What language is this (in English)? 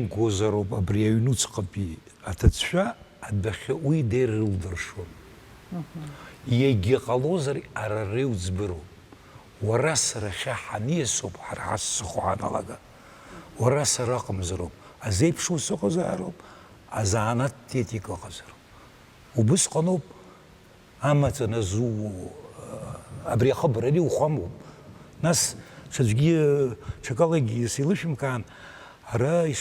Abkhazian